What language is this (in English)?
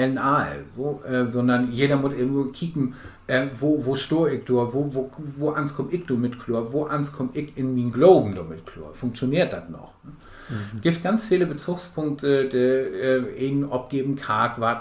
Low German